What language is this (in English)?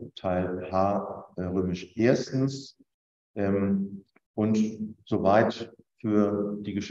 German